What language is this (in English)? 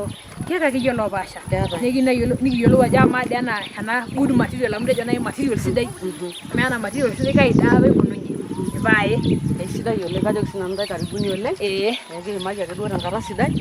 Masai